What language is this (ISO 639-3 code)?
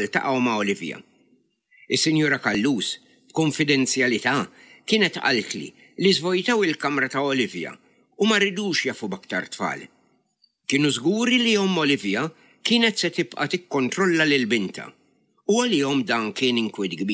mlt